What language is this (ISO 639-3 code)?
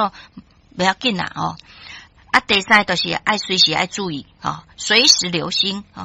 nan